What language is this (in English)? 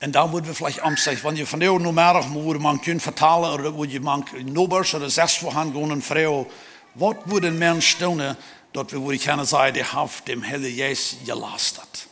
Plautdietsch